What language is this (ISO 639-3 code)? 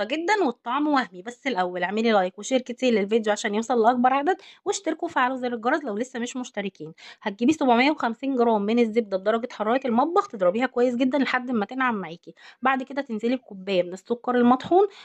arz